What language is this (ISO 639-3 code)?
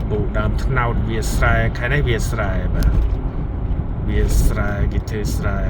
khm